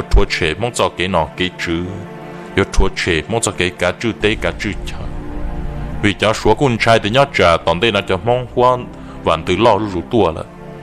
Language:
Hmong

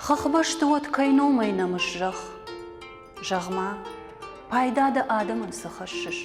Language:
Ossetic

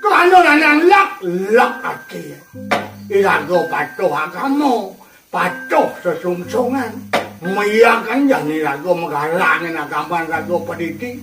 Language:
Balinese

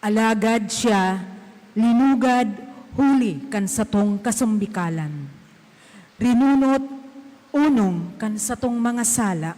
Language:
Bikol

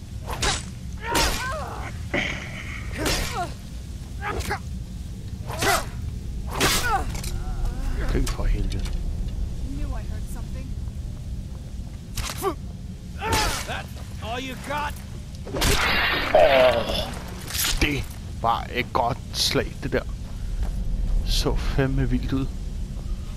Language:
Danish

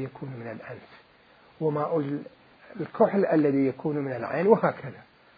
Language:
Mesopotamian Arabic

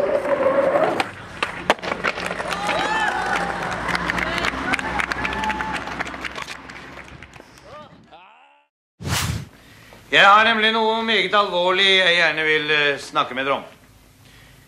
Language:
Norwegian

